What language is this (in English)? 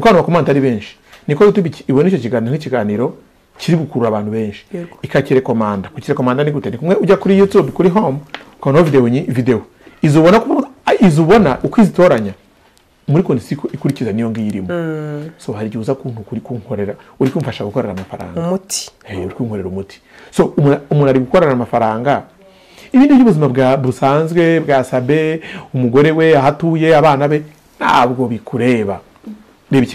Kinyarwanda